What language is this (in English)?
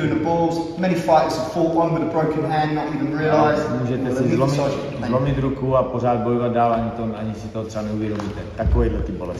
Czech